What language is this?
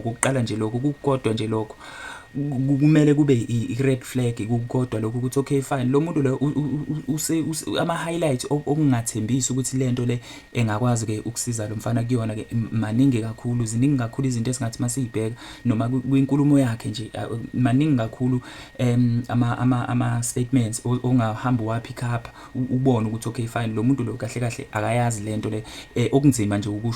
Zulu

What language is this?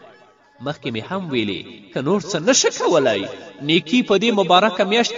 Pashto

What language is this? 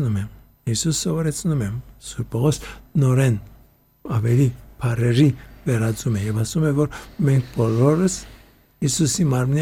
Armenian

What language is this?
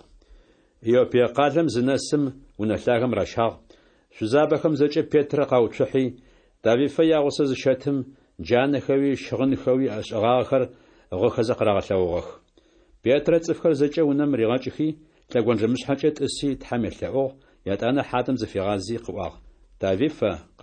Adyghe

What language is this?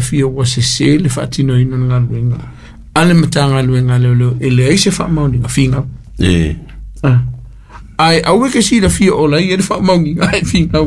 Samoan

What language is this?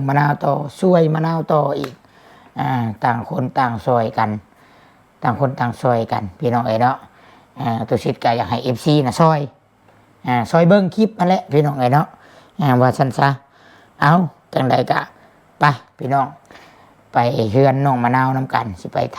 Northeastern Thai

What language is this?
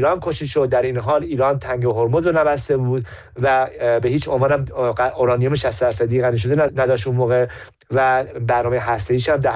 Persian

